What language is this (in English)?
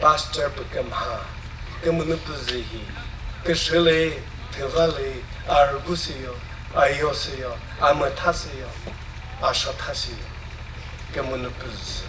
Chokri Naga